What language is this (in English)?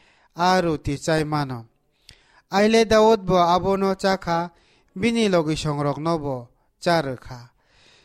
Kok Borok